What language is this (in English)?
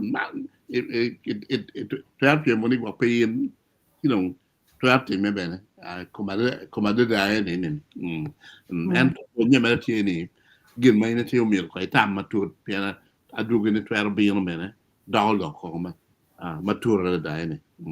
Acoli